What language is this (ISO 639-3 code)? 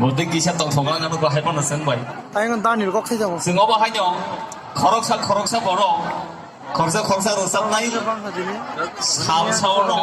trp